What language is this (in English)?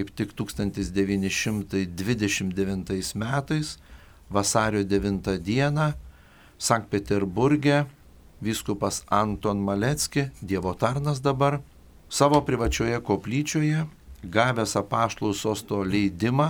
Lithuanian